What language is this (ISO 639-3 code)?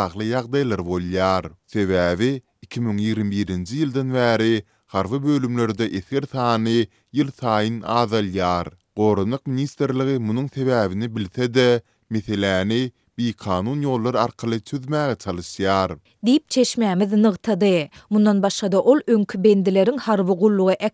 tuk